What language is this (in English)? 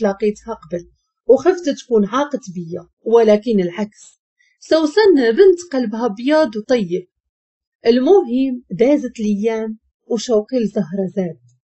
Moroccan Arabic